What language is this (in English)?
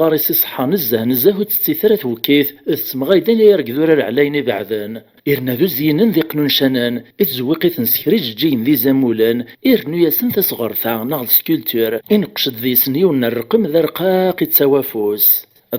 Kabyle